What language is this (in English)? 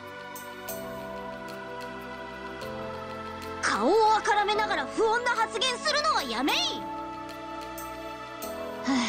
Japanese